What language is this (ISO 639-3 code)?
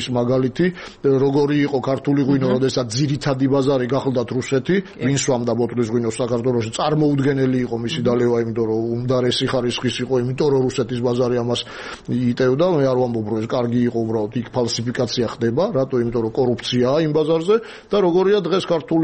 kat